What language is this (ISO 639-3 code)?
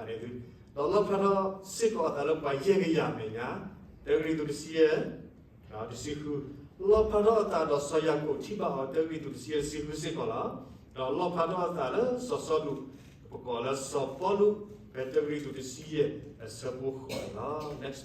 ksw